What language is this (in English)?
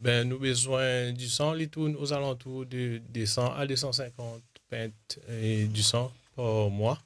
Morisyen